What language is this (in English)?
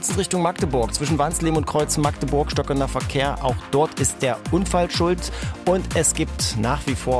German